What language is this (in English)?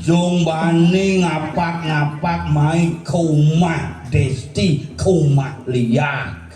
Balinese